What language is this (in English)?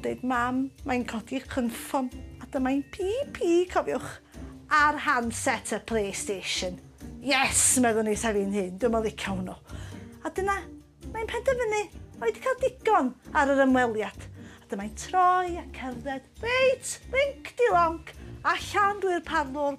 Welsh